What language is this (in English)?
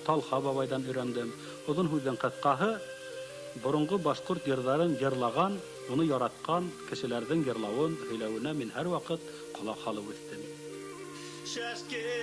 Bashkir